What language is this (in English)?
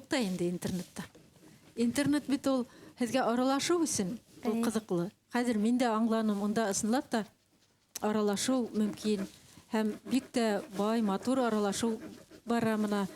Bashkir